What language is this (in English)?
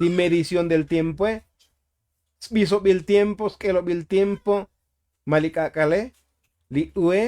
Tzotzil